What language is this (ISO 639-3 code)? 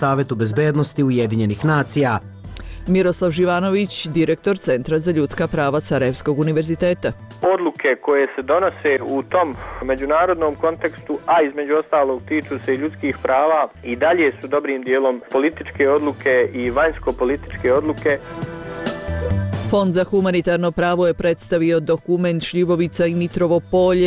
bos